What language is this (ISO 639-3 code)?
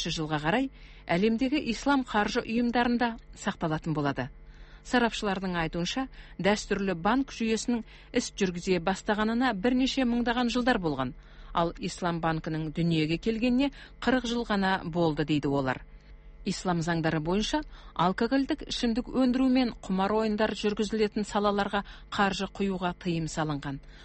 kaz